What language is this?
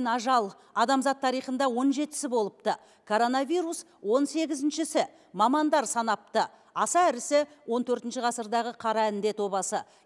Kazakh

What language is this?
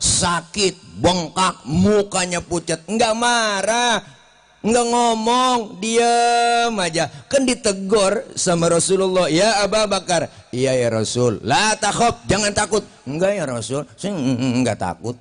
Betawi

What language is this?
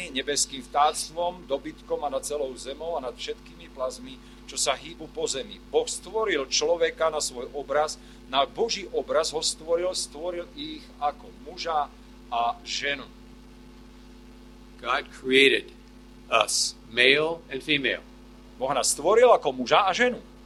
Slovak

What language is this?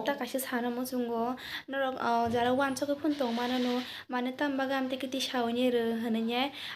Kok Borok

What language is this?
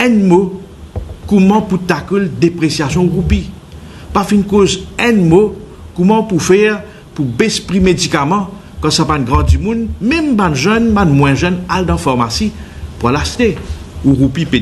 Morisyen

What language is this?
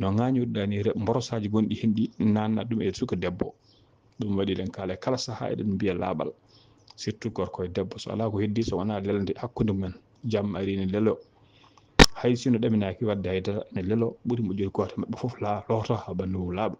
Fula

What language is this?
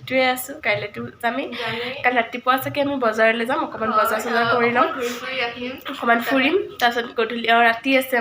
Assamese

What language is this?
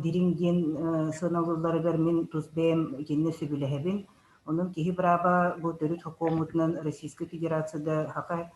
Yakut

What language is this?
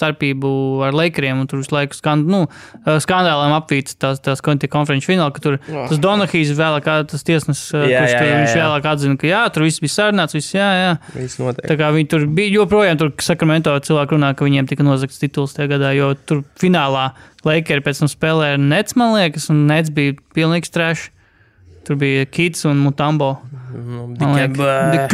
Latvian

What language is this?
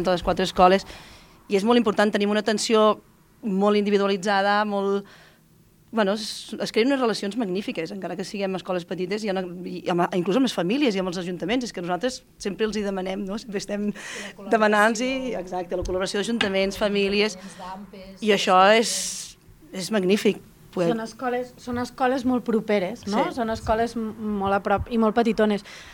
Catalan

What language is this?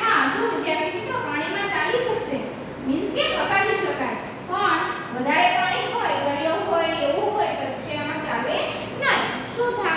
Gujarati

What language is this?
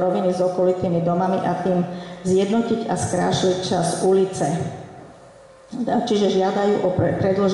Slovak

